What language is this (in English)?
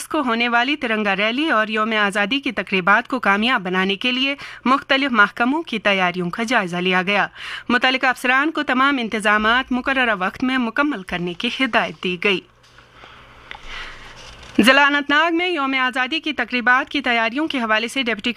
Urdu